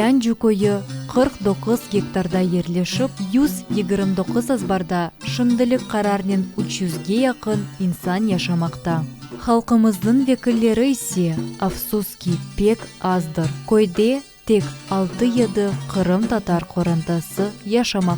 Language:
Crimean Tatar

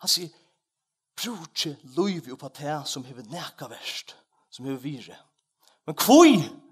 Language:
Faroese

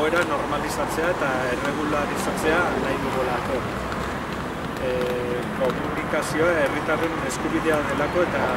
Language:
Basque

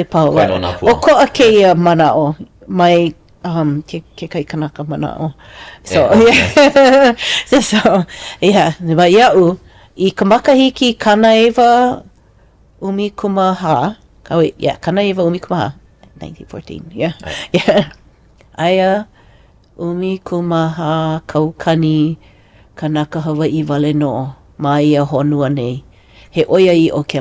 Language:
Hawaiian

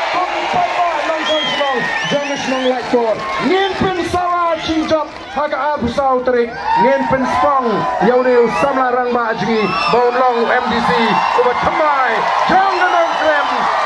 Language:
Khasi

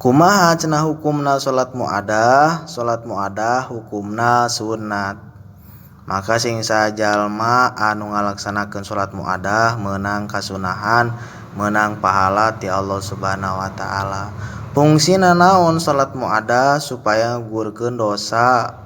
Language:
Sundanese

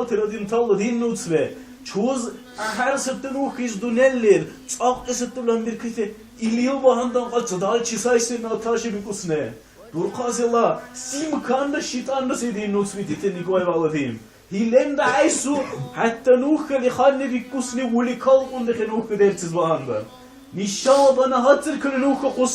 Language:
Dargwa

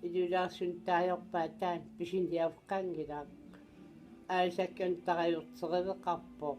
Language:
Kalaallisut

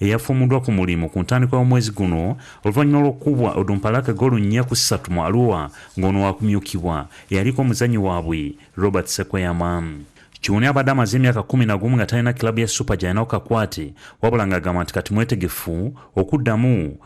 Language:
Ganda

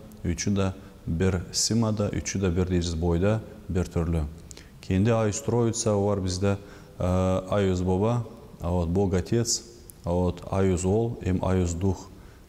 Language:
Gagauz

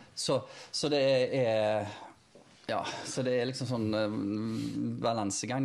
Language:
Norwegian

